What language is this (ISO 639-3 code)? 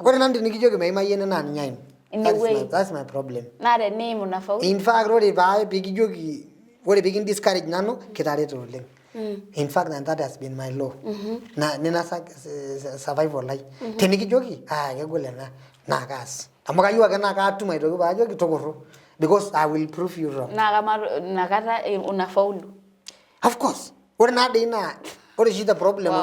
mas